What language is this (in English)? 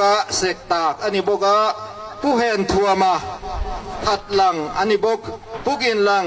Tedim Chin